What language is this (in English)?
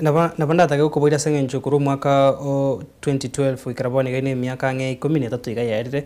Gusii